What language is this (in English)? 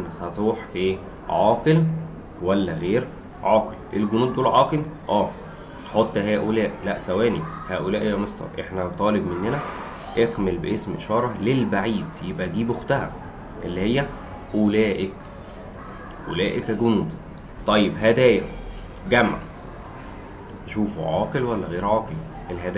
Egyptian Arabic